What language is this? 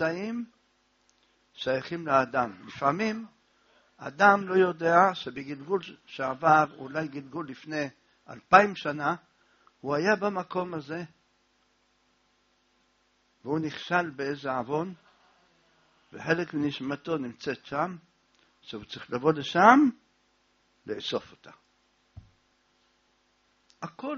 Hebrew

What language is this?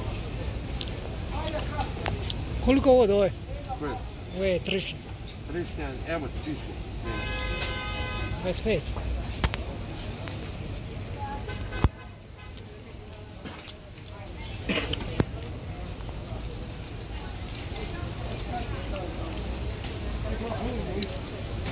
Croatian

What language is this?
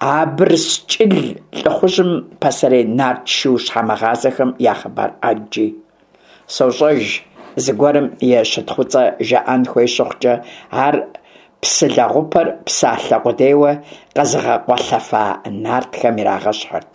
Kabardian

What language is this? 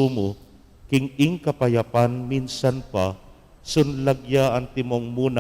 Pampanga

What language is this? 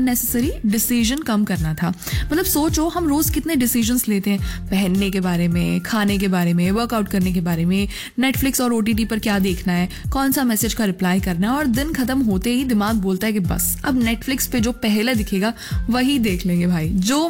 Hindi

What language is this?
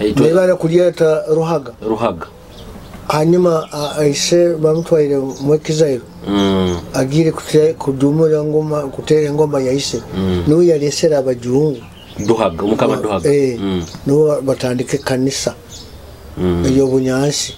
Nyoro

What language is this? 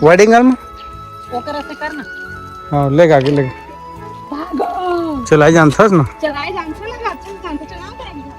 Chhattisgarhi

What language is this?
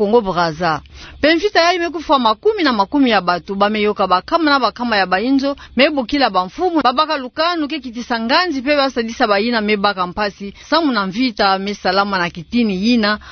Kituba (Democratic Republic of Congo)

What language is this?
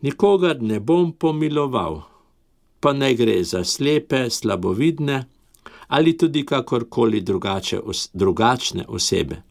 Slovenian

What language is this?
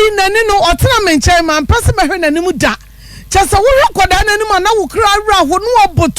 Akan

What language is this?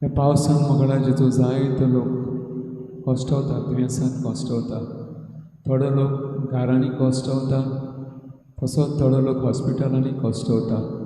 Konkani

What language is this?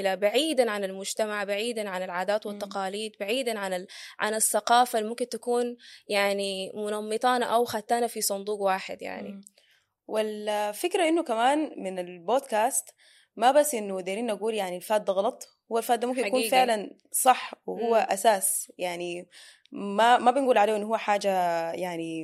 Sudanese Arabic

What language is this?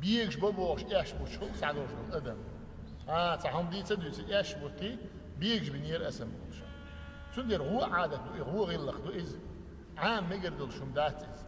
Chechen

